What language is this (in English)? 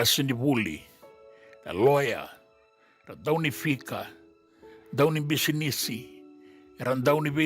Fijian